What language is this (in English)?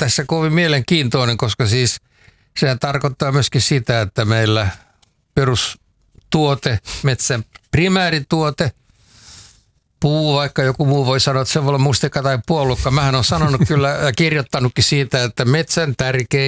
Finnish